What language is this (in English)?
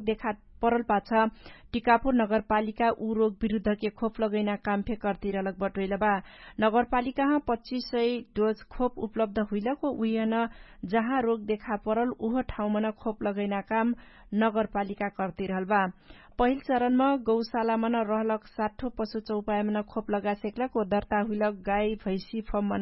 Dangaura Tharu